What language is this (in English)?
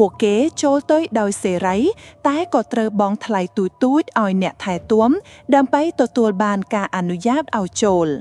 Khmer